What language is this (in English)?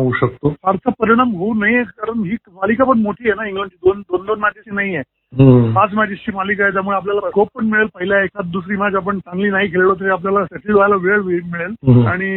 Marathi